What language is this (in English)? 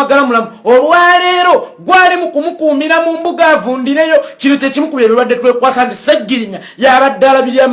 Ganda